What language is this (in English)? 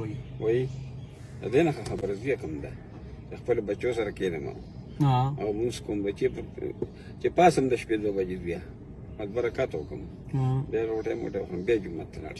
Pashto